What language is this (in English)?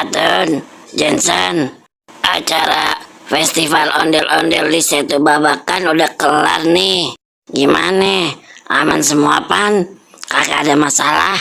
Betawi